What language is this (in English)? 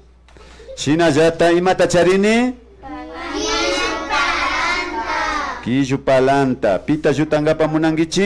Imbabura Highland Quichua